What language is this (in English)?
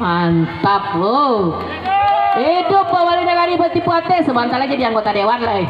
Minangkabau